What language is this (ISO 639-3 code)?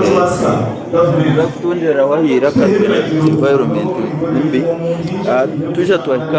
nyn